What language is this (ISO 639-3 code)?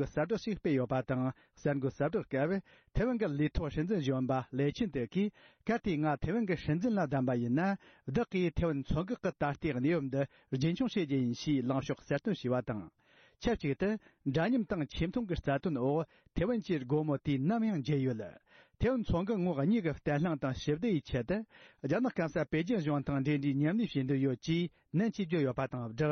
bod